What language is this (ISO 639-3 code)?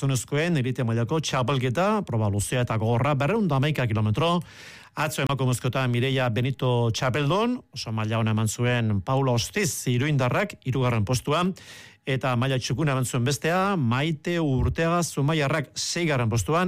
eus